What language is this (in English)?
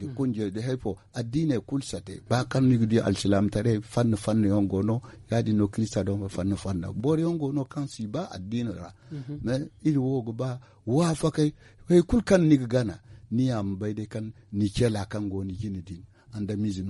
Zarma